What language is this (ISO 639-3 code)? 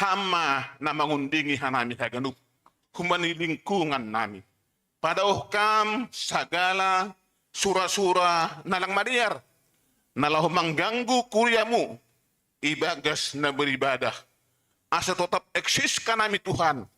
bts